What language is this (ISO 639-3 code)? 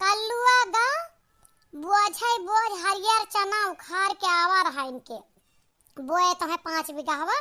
awa